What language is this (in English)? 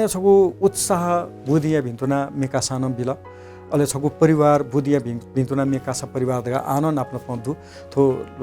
Newari